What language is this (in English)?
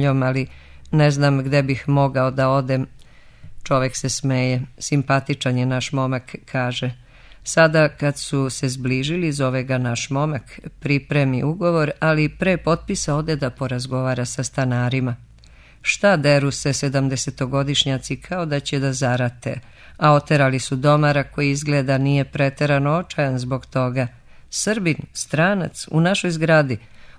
Serbian